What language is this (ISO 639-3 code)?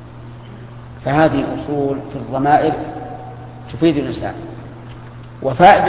ara